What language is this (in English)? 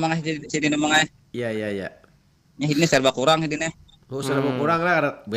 Banjar